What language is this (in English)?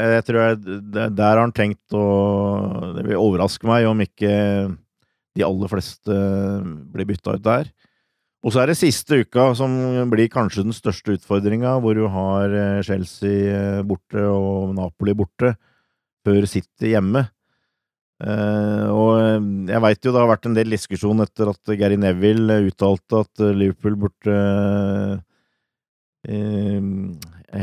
Norwegian